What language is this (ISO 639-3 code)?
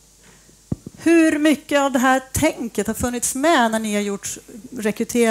swe